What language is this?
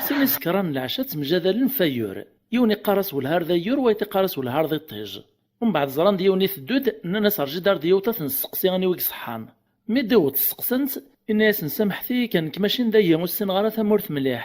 Kabyle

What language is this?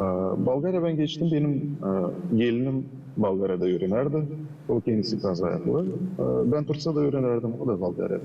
Gagauz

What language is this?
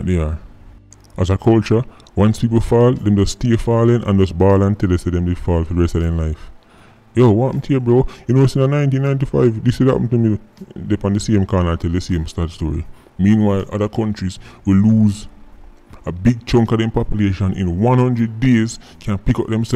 Jamaican Creole English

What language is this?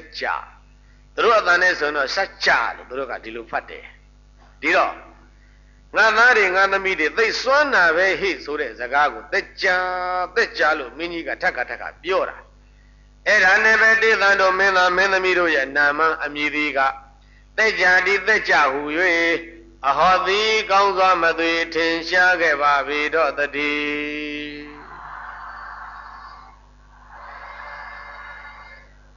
Burmese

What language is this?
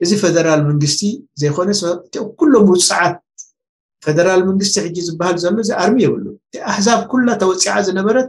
Tigrinya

